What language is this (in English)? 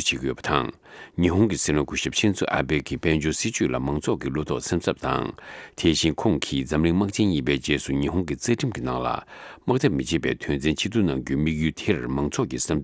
Tibetan